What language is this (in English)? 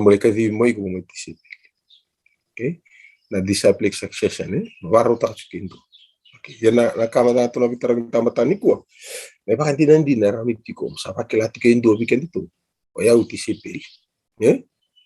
Fijian